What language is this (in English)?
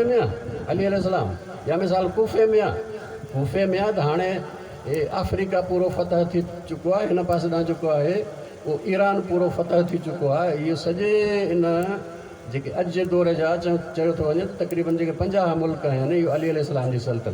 Sindhi